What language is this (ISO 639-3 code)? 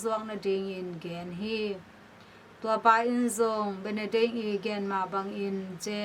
ctd